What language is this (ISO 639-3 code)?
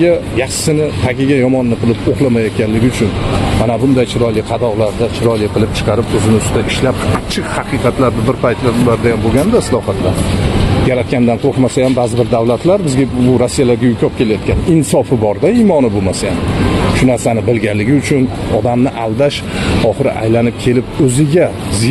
uzb